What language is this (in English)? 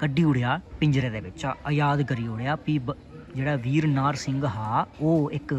Dogri